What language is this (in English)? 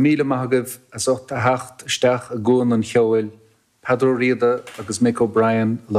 Irish